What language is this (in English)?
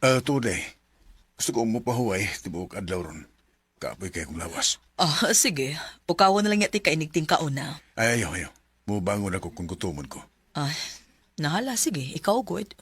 Cebuano